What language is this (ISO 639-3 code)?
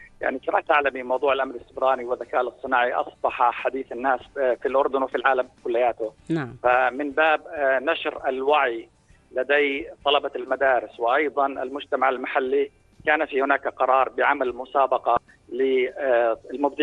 apc